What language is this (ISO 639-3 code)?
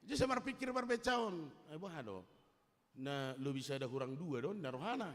bbc